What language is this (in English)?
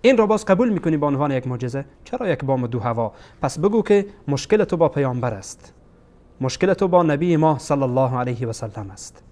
Persian